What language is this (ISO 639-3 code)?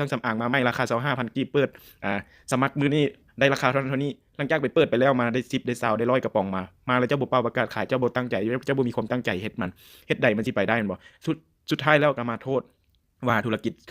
lao